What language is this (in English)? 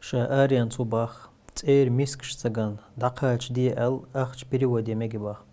Chechen